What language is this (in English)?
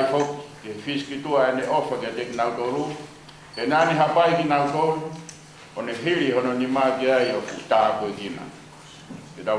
Tongan